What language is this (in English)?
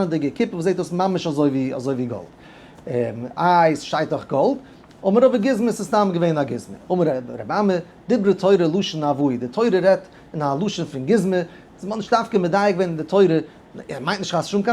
Yiddish